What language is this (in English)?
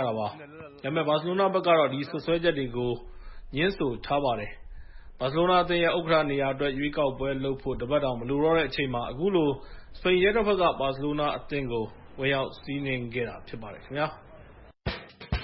Burmese